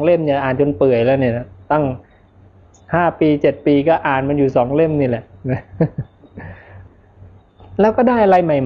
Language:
Thai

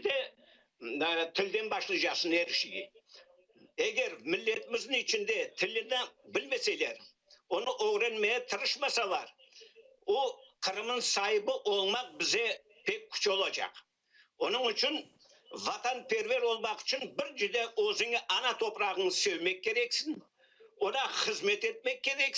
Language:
Crimean Tatar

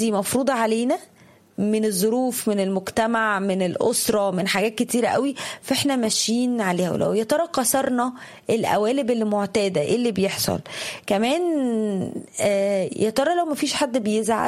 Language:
Egyptian Arabic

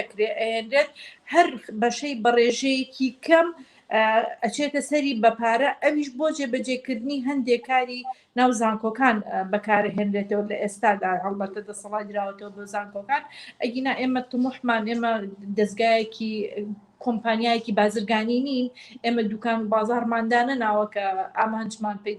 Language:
Central Kurdish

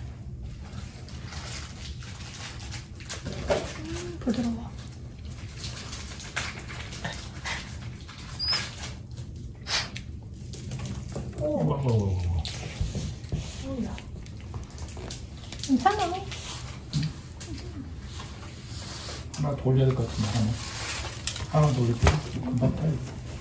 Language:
Korean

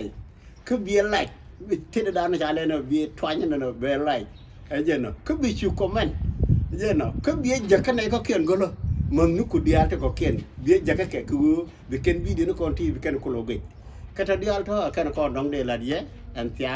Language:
Nuer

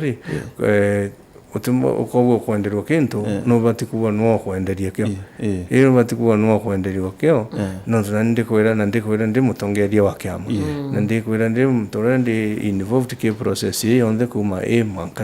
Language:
Meru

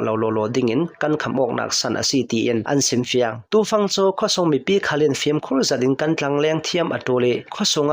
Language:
Hakha Chin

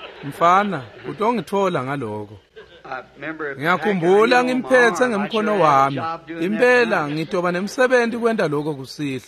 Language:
Swati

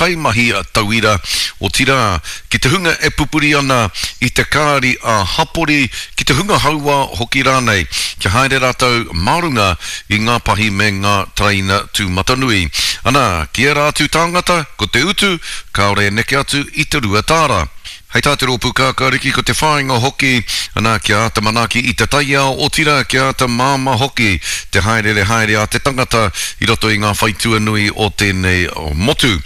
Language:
Māori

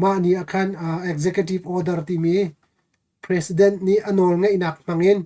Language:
Hakha Chin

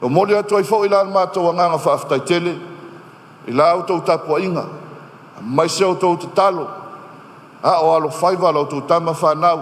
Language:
Samoan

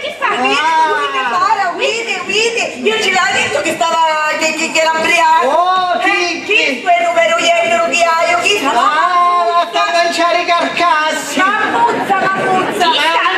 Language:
Sicilian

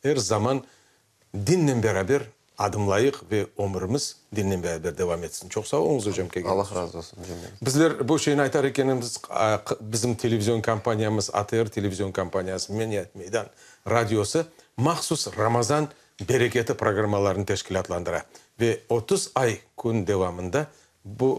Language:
Crimean Tatar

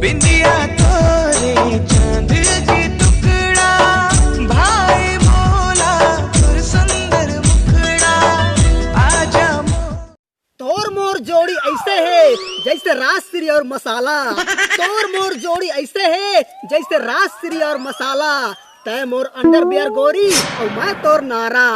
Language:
Chhattisgarhi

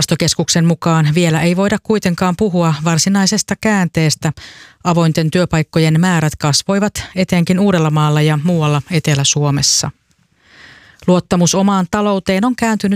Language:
Finnish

